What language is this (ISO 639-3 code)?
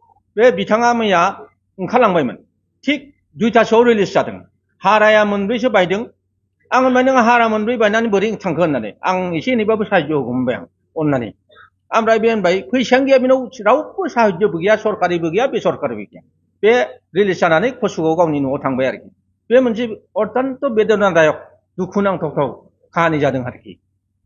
brx